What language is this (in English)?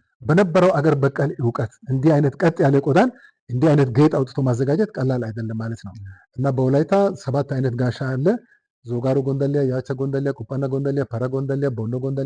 Amharic